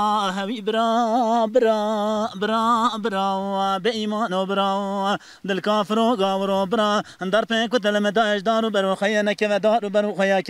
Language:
Zaza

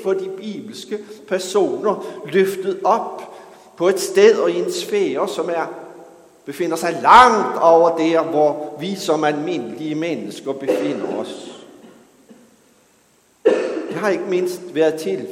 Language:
Danish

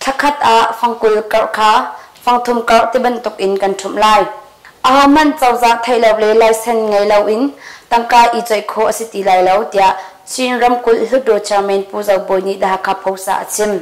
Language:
Hakha Chin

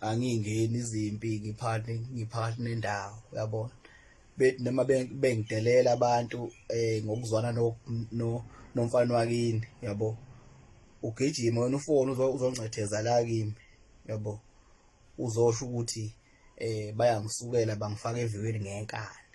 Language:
Zulu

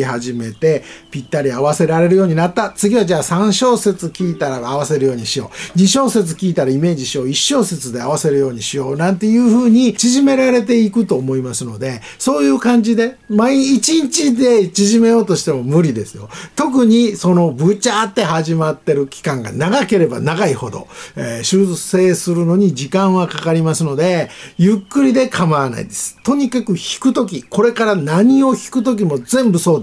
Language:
Japanese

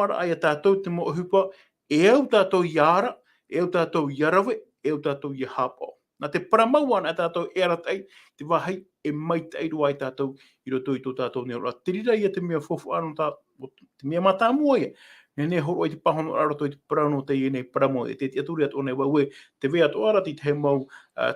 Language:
Tahitian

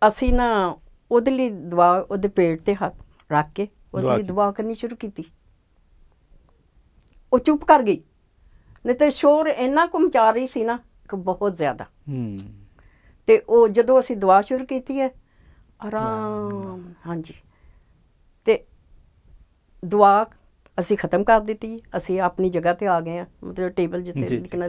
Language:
Punjabi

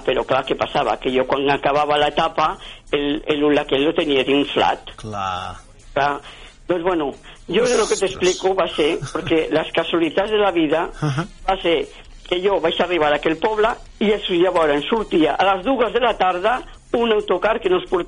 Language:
Catalan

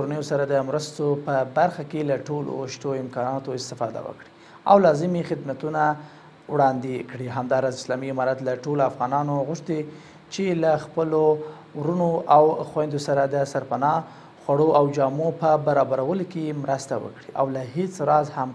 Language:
Pashto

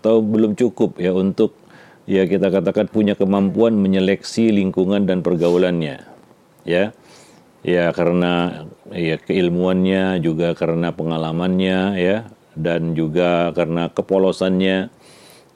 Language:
Indonesian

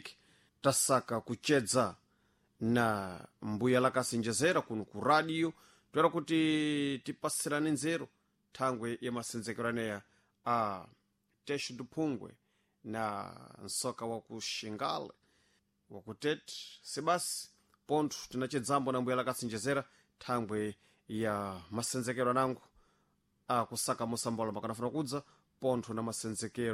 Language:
Sena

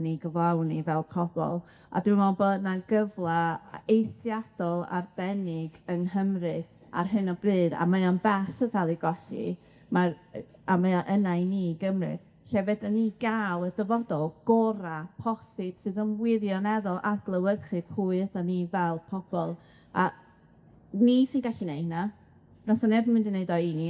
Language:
Welsh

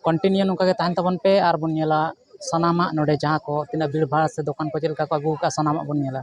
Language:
Santali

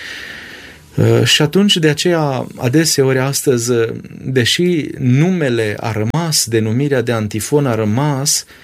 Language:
Romanian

